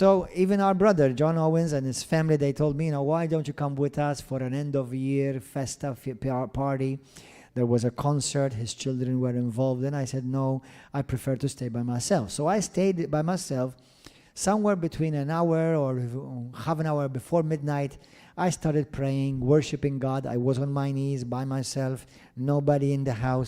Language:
English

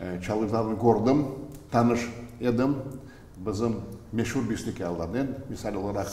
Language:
Crimean Tatar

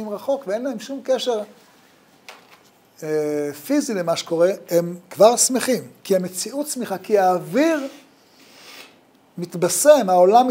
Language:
Hebrew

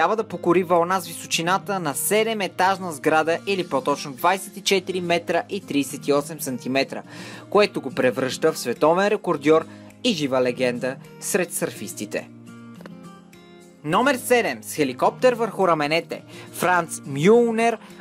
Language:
Bulgarian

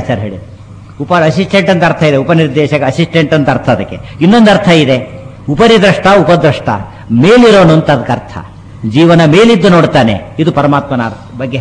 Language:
Kannada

